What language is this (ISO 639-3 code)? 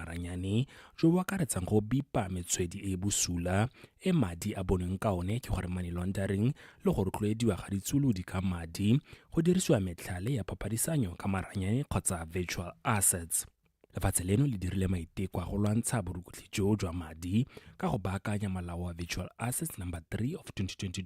tsn